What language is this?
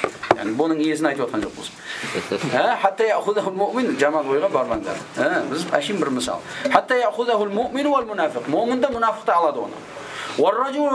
Kazakh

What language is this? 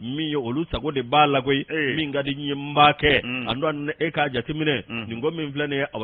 Bambara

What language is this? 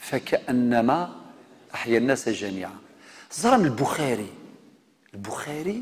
Kabyle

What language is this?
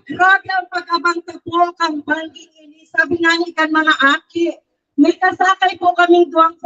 Bikol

